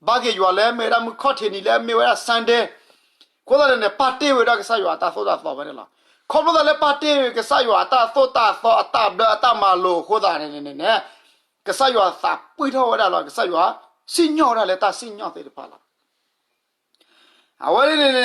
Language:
S'gaw Karen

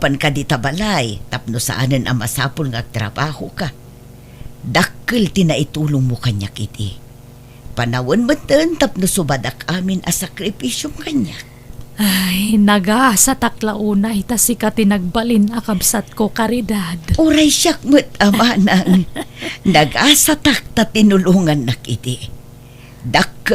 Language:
Iloko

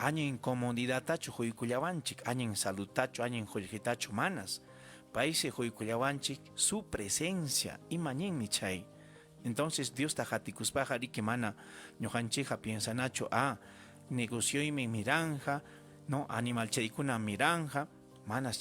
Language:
Ayacucho Quechua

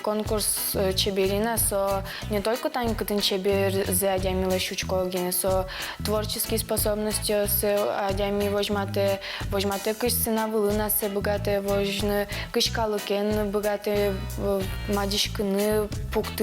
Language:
Udmurt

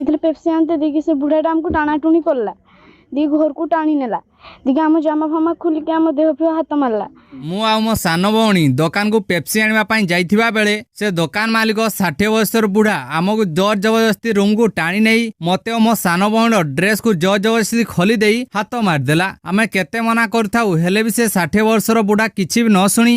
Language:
Odia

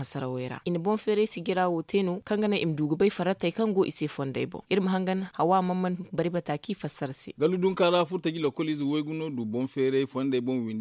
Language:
Zarma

